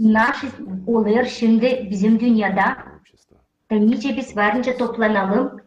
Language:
Gagauz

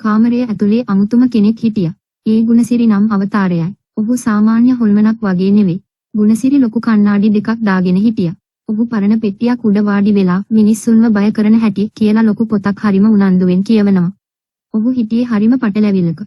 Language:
Sinhala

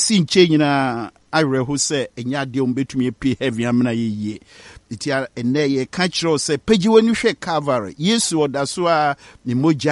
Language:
Akan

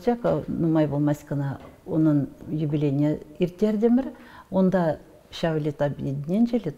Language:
Chuvash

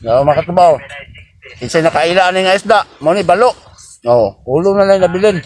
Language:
Cebuano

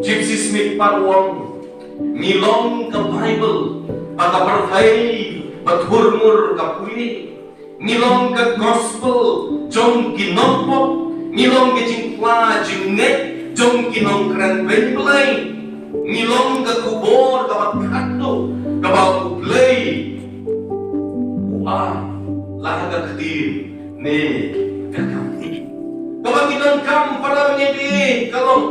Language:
Khasi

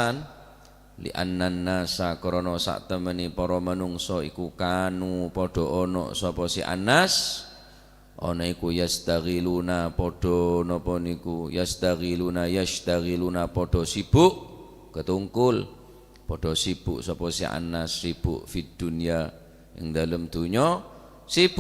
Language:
Madurese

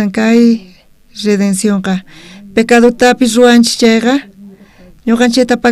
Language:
South Bolivian Quechua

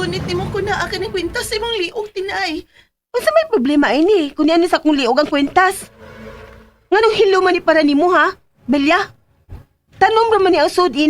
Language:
Cebuano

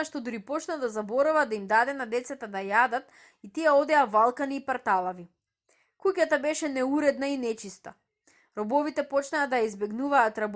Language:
Macedonian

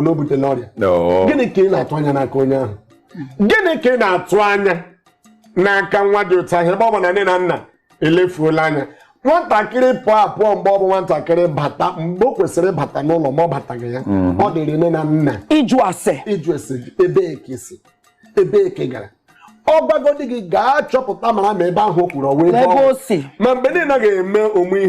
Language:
Igbo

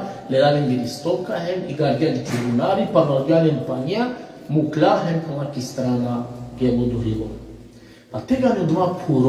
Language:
Balkan Romani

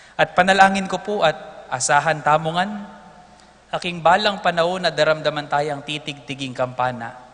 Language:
Pampanga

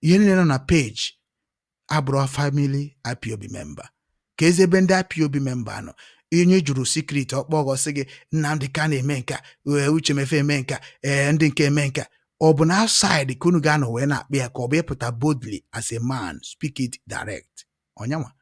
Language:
Igbo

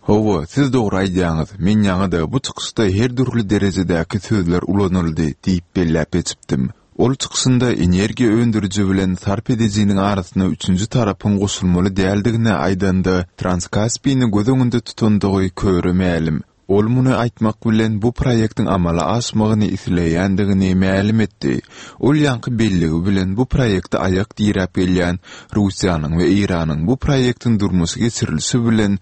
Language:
Turkmen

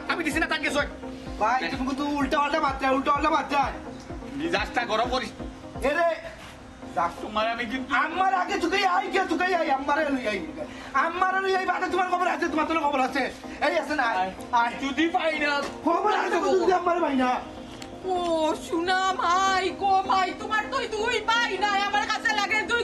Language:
Sylheti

